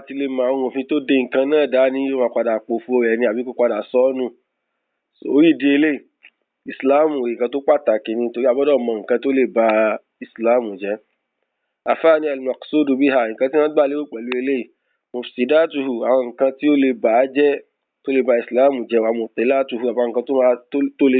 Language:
Yoruba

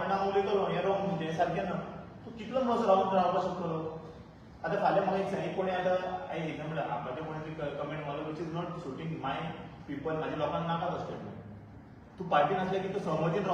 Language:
Konkani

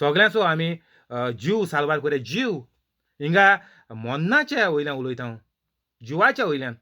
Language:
Konkani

